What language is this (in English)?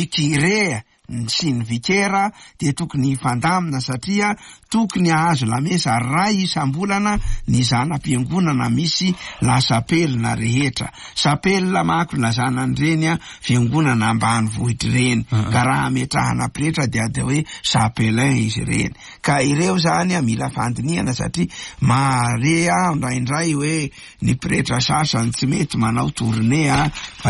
Malagasy